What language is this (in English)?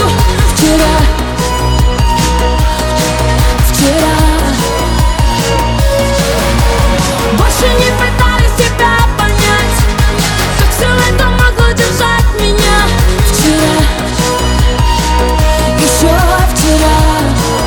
Russian